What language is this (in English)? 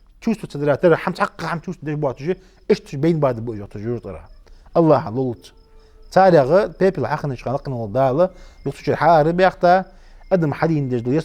Ingush